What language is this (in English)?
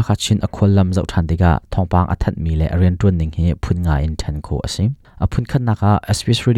Hakha Chin